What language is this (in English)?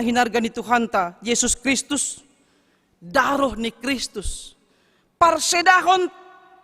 Batak Simalungun